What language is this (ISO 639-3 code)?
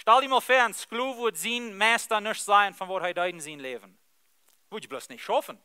pdt